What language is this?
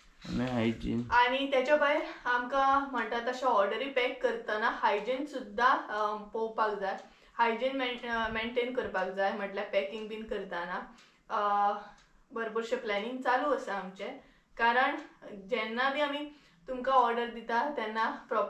Konkani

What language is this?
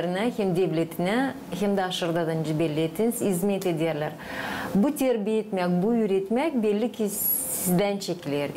Gagauz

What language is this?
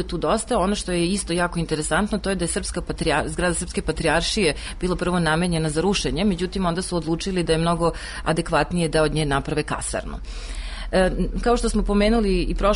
Serbian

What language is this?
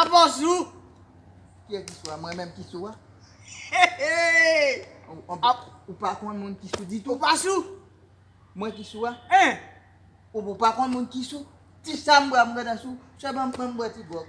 Haitian Creole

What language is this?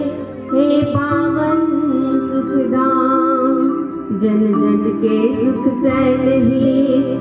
Gujarati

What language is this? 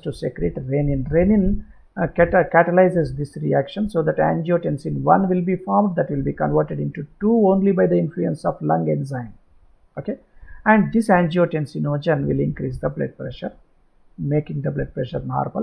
English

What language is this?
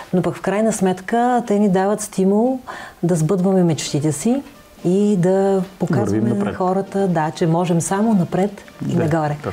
Bulgarian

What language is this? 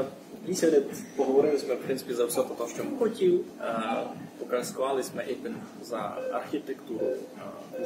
Rusyn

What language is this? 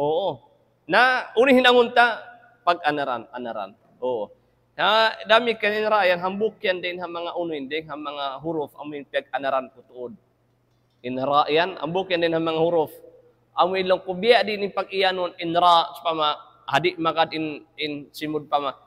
Tausug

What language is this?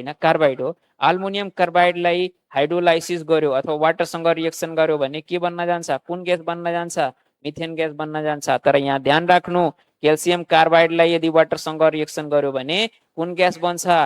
Nepali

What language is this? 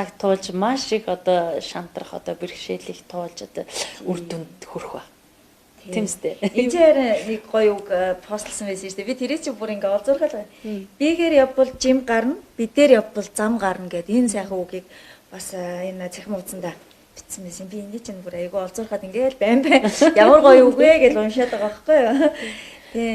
Mongolian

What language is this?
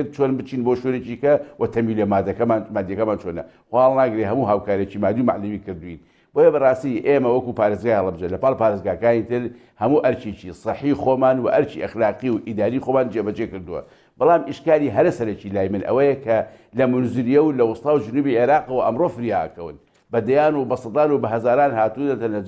Central Kurdish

